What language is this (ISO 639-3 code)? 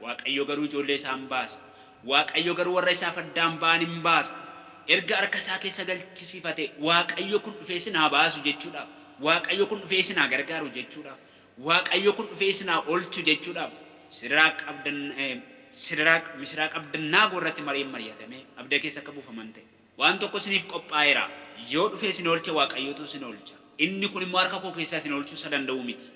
orm